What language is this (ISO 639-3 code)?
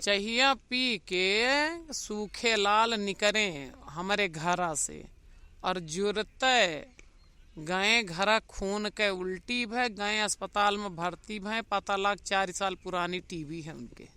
awa